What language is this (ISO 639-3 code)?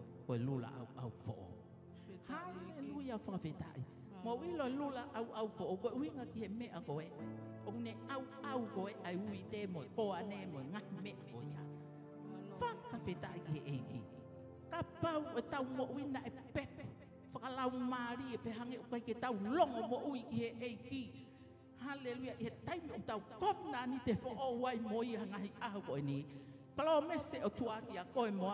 ton